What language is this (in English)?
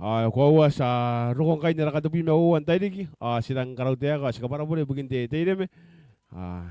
Gilbertese